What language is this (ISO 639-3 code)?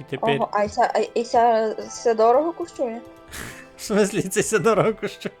rue